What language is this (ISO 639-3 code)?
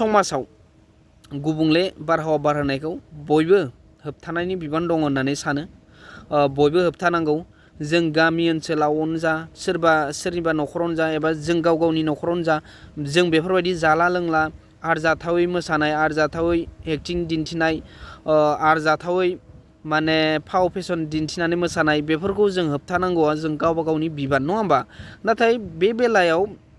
brx